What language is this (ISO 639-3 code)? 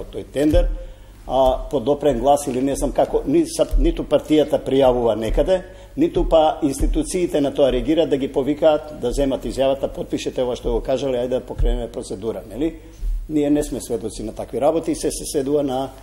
mkd